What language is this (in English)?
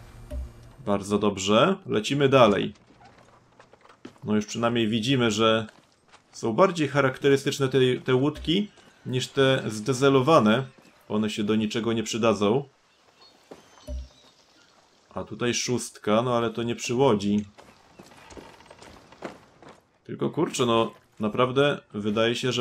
Polish